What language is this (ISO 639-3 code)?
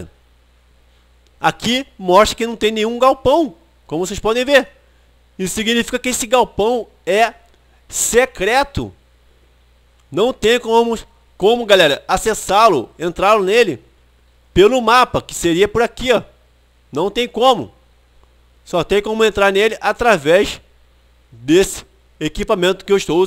por